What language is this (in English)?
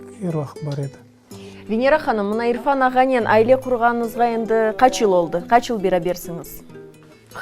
Crimean Tatar